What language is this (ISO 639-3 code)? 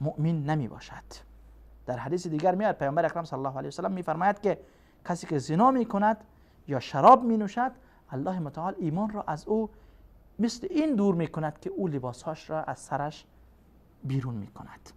fas